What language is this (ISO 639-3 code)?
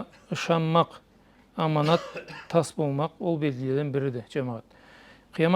krc